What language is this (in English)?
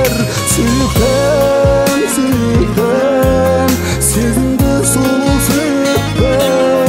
Kazakh